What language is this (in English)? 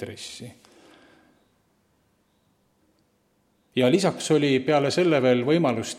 Estonian